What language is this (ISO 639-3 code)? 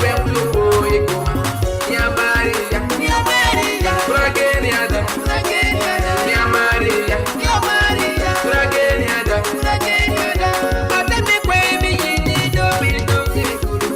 ach